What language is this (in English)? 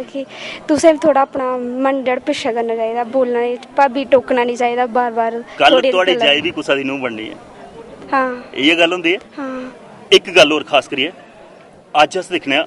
Dogri